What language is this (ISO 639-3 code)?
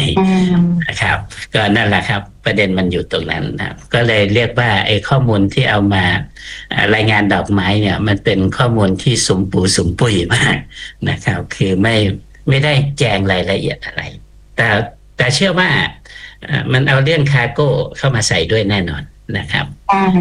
tha